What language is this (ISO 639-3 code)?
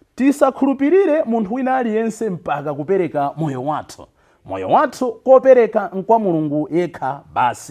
nya